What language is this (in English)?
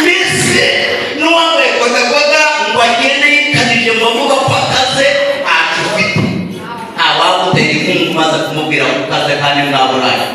Kinyarwanda